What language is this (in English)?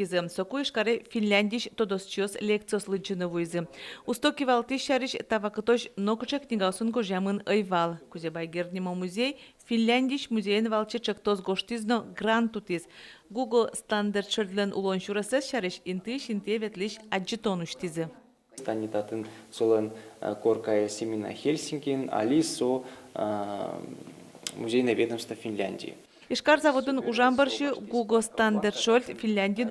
Udmurt